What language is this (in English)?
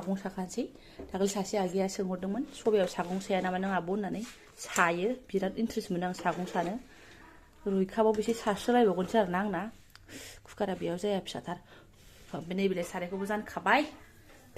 Bodo